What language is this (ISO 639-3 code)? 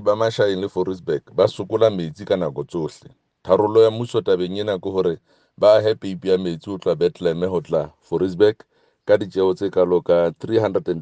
sot